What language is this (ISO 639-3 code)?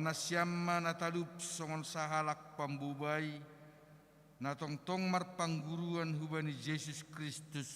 bts